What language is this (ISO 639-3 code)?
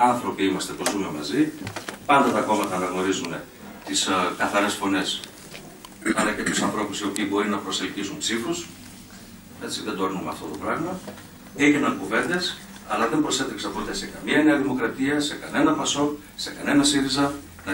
ell